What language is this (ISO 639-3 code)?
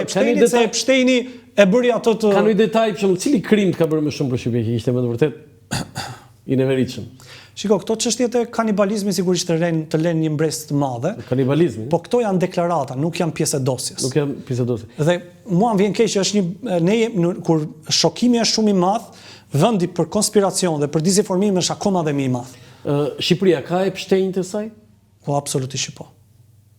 sqi